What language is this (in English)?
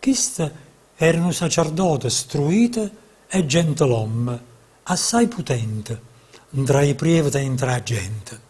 Neapolitan